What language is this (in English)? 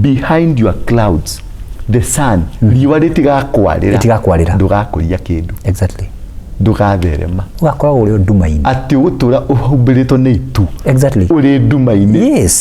Kikuyu